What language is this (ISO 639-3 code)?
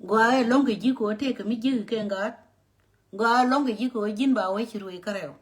nus